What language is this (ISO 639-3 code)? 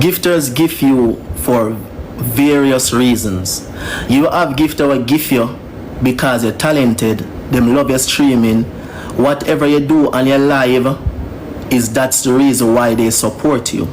jam